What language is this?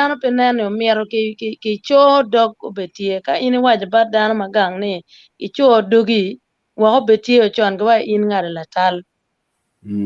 Acoli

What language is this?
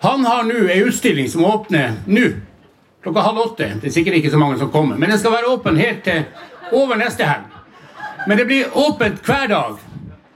Norwegian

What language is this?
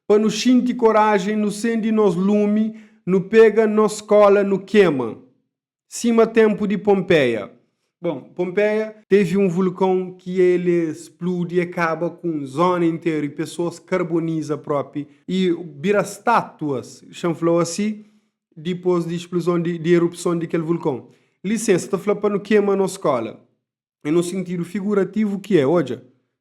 Kabuverdianu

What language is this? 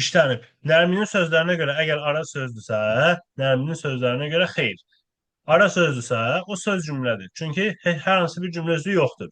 Azerbaijani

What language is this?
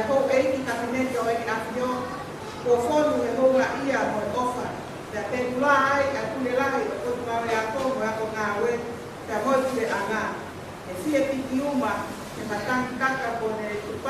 Tongan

